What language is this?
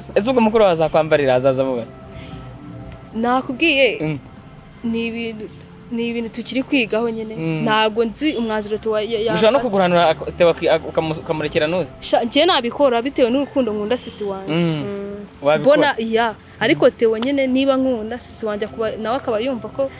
Kinyarwanda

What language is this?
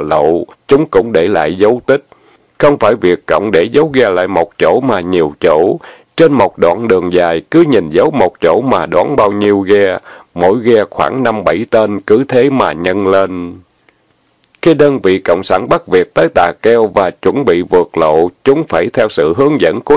Vietnamese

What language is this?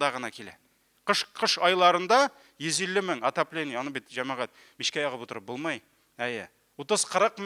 Tatar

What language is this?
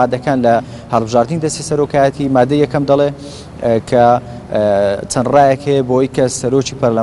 Central Kurdish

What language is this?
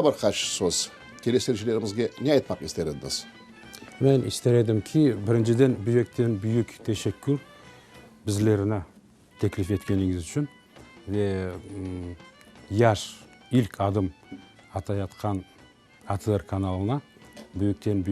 Crimean Tatar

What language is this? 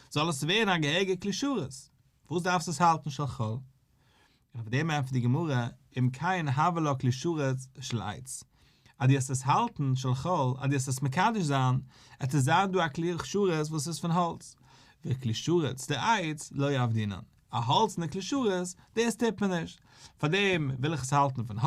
Yiddish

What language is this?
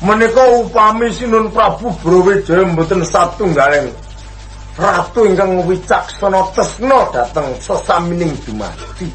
Javanese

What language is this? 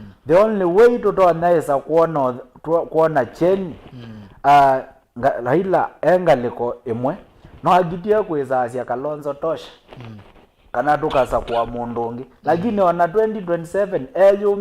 Kamba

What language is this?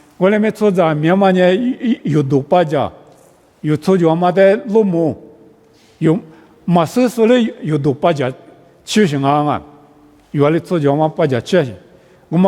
Lisu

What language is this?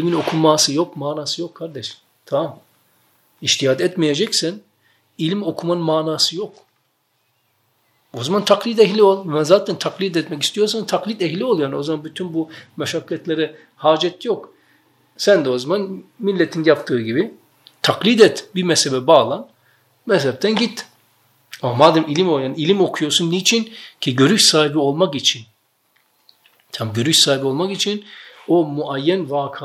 Turkish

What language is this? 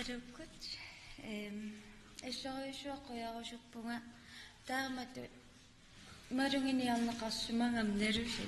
Kalaallisut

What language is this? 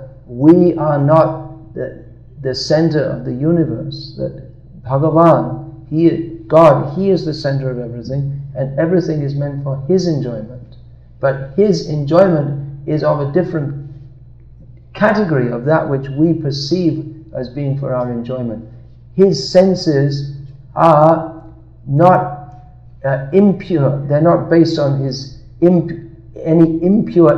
English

